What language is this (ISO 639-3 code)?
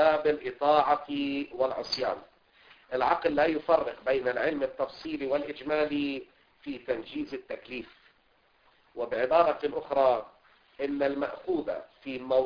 ara